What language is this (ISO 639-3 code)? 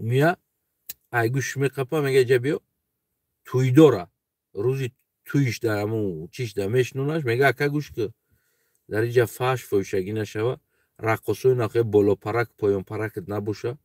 tgk